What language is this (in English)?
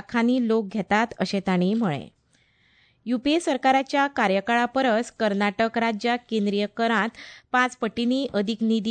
Konkani